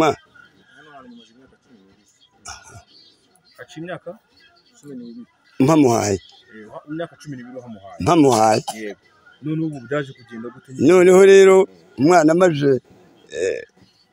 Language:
Kinyarwanda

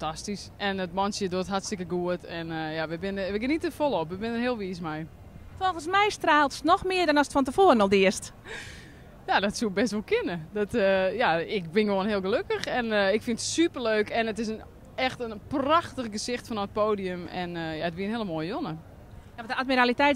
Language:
Western Frisian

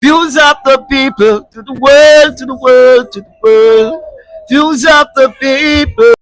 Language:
Jamaican Creole English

